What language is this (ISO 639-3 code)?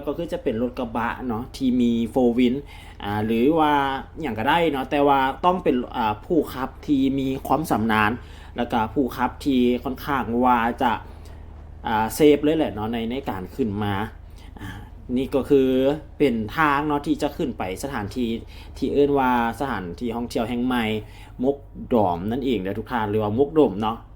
lao